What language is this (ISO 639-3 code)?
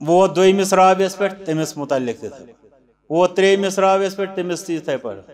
kas